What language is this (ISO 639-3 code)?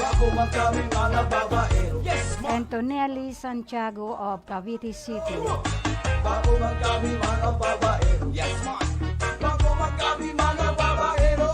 bik